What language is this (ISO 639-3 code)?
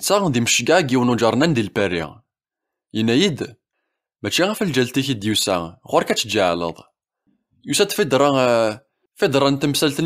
kab